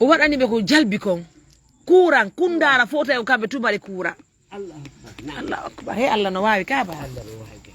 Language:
Fula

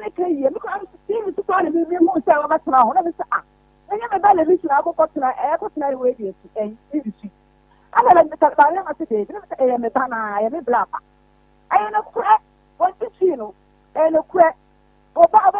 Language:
Akan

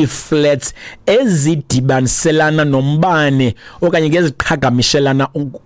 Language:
Xhosa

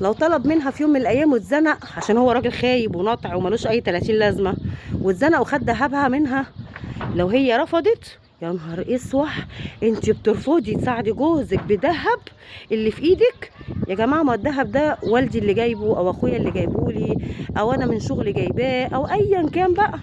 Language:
Egyptian Arabic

